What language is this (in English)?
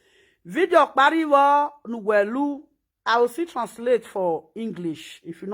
Nigerian Pidgin